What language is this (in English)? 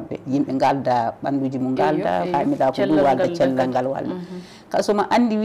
Fula